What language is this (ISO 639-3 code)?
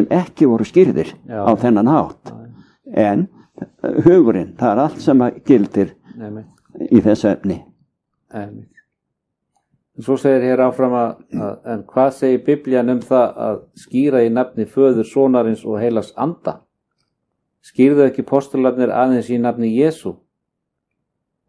isl